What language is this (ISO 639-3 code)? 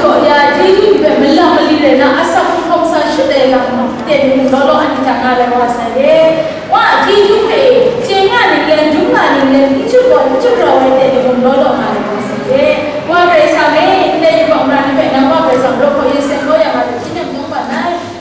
kac